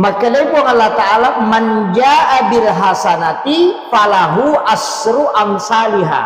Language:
Buginese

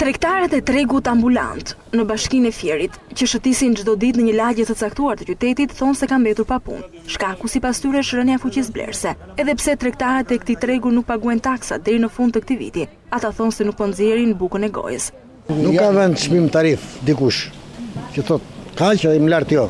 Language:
Albanian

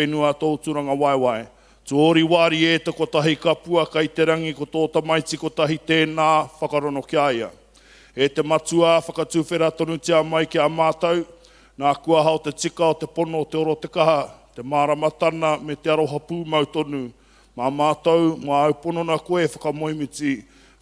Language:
Māori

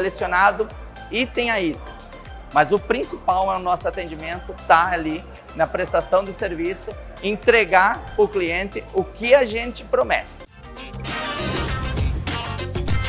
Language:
Portuguese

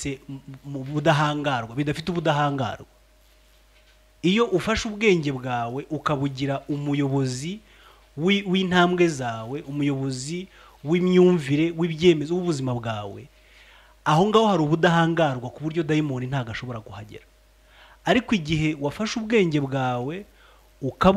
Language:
Kinyarwanda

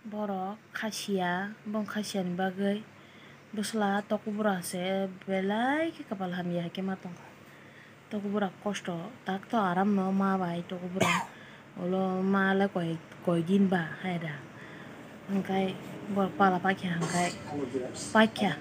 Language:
Kok Borok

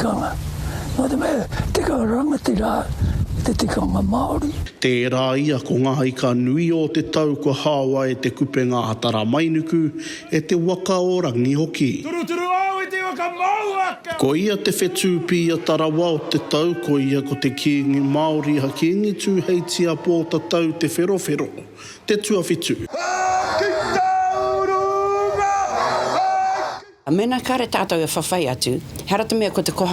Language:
Māori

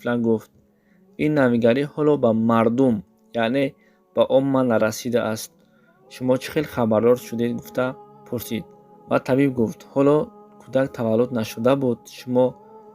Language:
Tajik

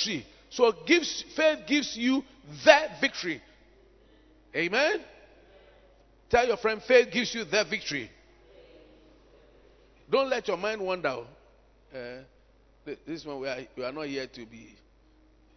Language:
English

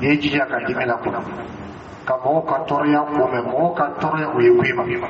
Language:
Dyula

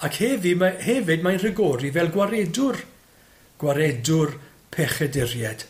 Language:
Welsh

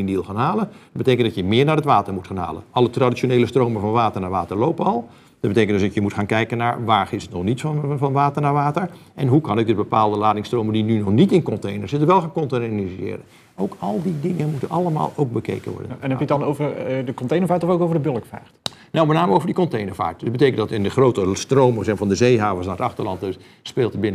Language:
Dutch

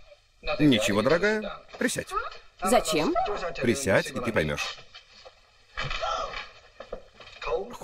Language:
Russian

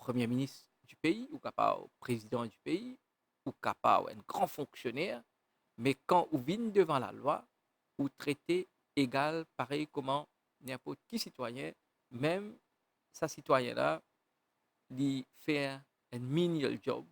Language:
Morisyen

